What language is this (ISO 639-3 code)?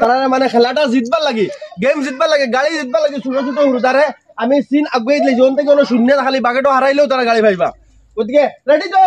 syl